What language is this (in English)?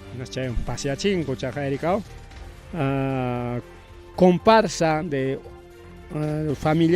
Ayacucho Quechua